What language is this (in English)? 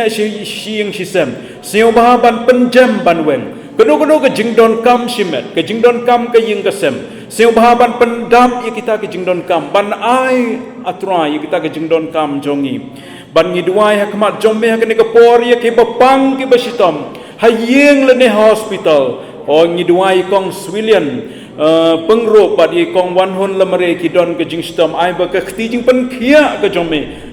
Khasi